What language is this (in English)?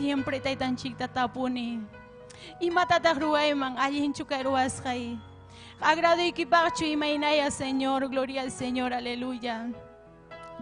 Ayacucho Quechua